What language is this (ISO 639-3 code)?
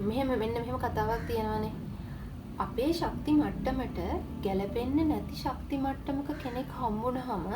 sin